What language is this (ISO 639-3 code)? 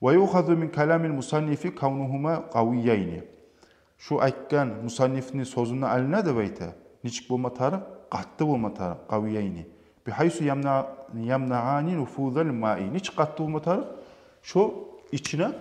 kum